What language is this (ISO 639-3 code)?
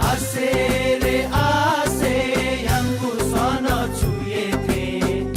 new